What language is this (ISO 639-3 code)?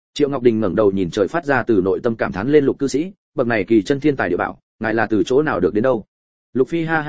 vie